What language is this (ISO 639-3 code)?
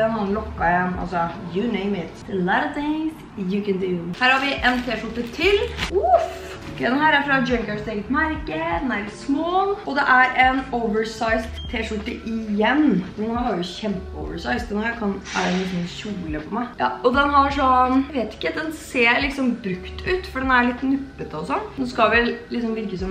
nor